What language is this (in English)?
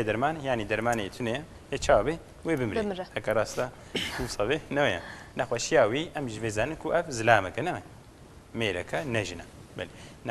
Kurdish